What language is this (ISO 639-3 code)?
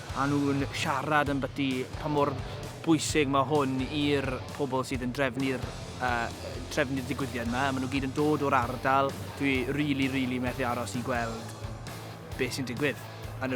cym